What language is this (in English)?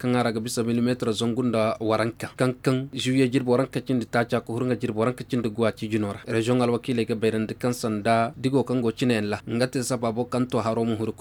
Koyraboro Senni